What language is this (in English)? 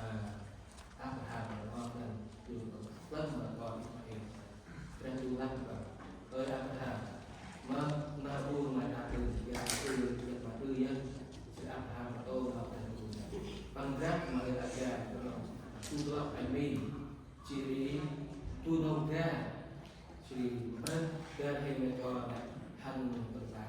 Central Mnong